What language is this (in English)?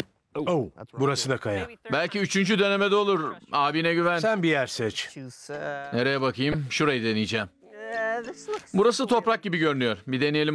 Turkish